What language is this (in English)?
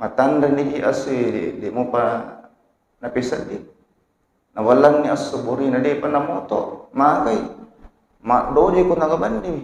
Buginese